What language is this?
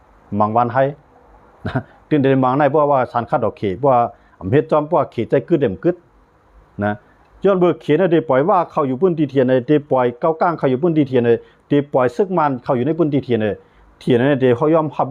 Shan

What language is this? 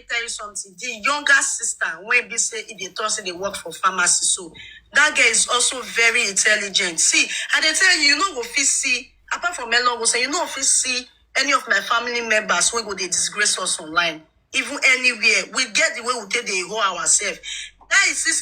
Nigerian Pidgin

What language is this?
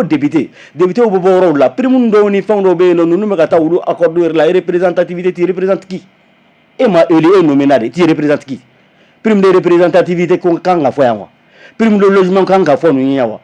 Bambara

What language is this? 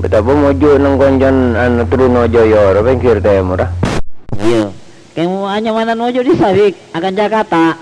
Madurese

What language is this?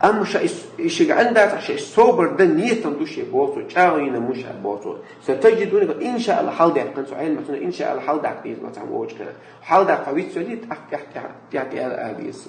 Chechen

